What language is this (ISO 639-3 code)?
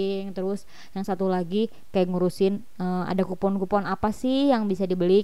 ind